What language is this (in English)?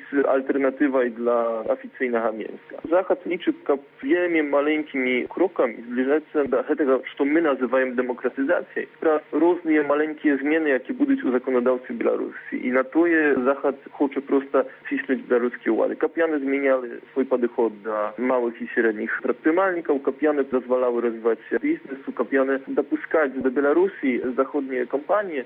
Belarusian